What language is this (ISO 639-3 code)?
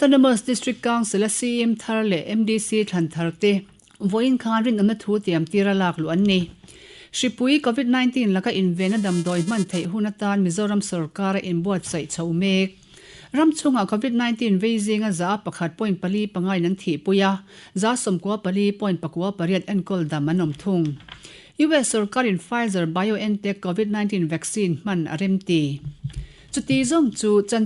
lus